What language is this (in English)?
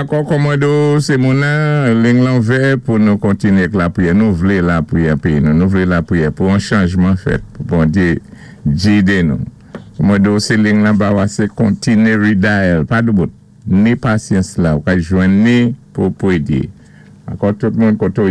Saint Lucian Creole French